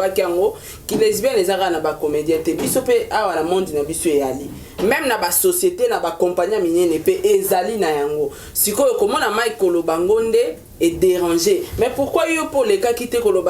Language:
Lingala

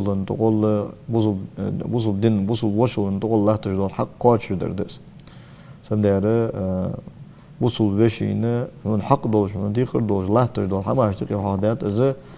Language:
Ingush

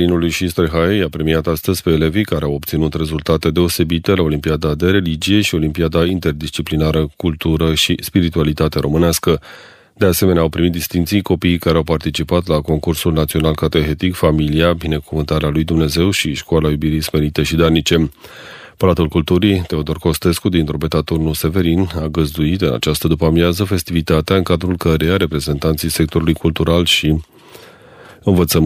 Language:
Romanian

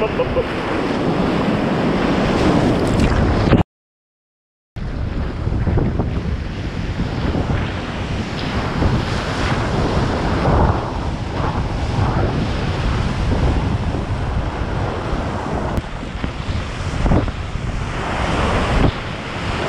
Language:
Estonian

